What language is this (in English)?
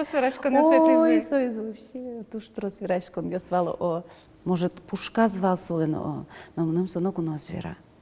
Udmurt